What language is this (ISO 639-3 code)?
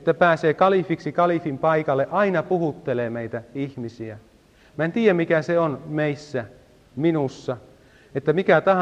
fin